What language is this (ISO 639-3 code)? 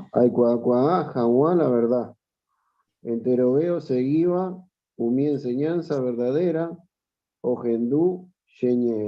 grn